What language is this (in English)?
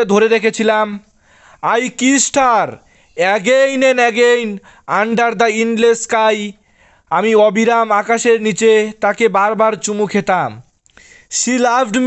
Bangla